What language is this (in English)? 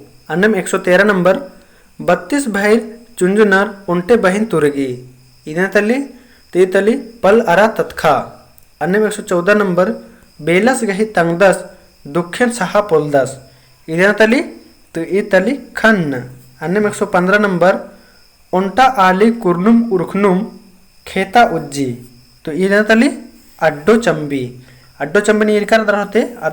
Kurukh